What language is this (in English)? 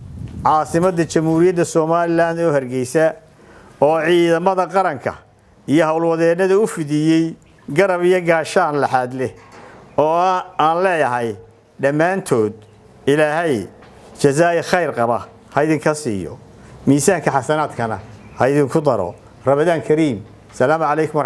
Somali